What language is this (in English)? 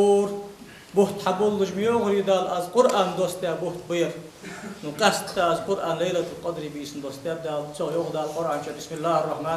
Ingush